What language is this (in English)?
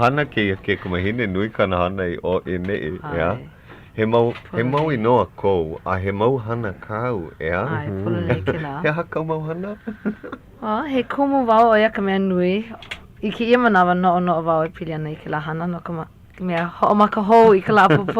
Hawaiian